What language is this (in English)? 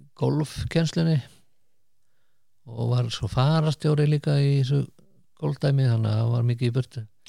Icelandic